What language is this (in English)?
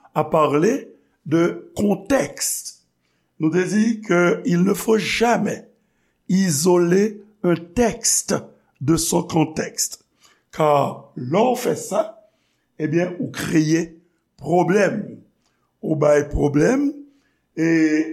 Haitian Creole